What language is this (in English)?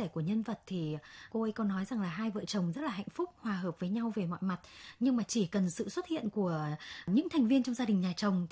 Vietnamese